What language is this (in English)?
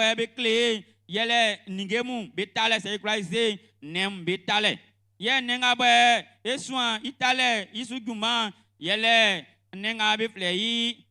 Baoulé